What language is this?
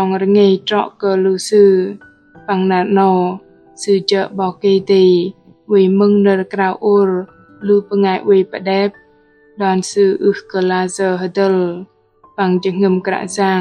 Bahnar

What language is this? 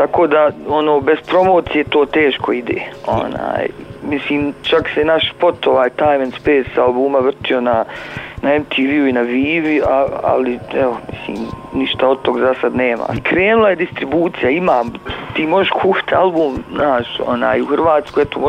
Bosnian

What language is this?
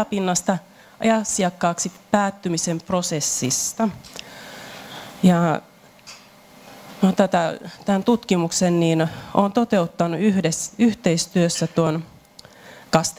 Finnish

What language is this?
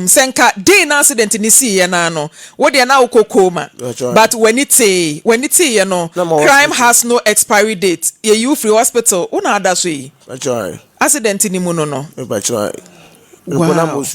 Akan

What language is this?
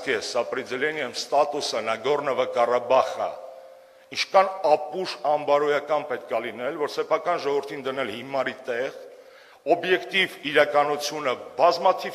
Armenian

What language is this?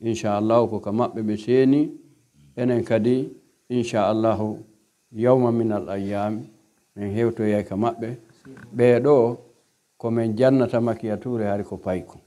Pular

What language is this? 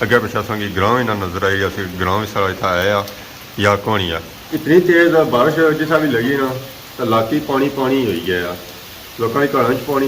Pahari-Potwari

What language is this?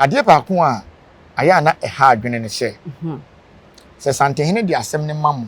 Akan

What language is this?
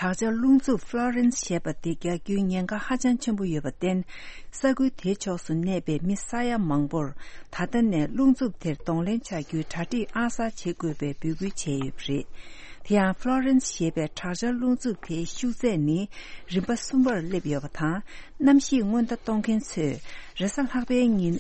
Tibetan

